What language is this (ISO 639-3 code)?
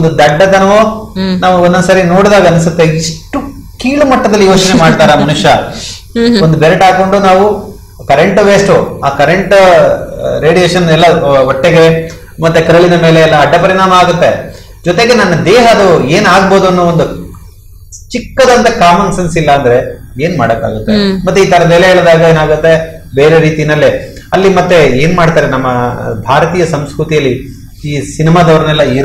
kan